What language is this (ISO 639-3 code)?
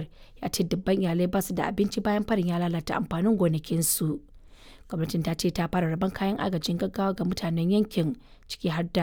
hau